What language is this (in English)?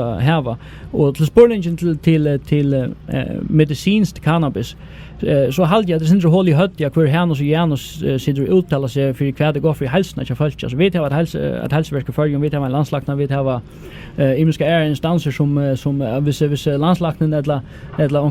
Faroese